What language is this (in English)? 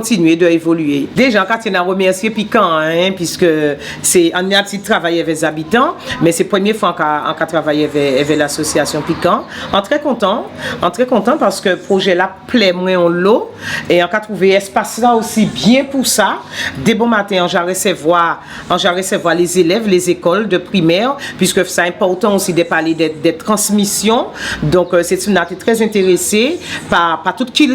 Guadeloupean Creole French